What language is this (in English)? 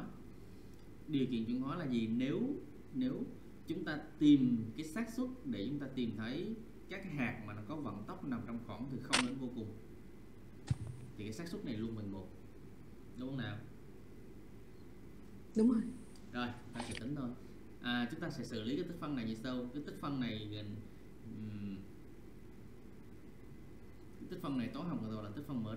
Vietnamese